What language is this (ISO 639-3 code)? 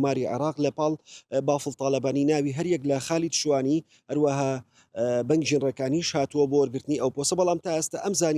ckb